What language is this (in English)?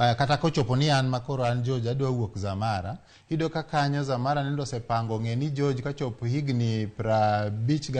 Luo (Kenya and Tanzania)